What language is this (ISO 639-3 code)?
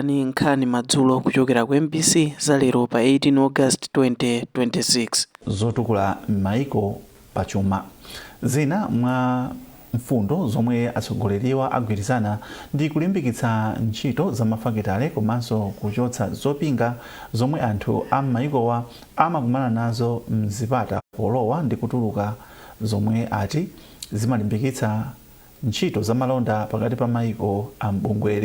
nya